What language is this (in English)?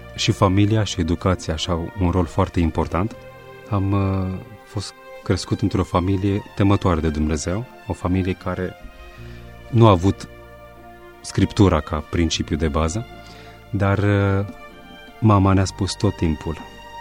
Romanian